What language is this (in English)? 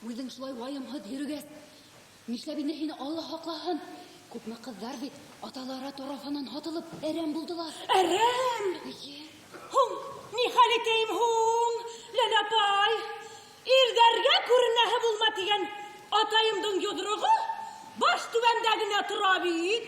Bashkir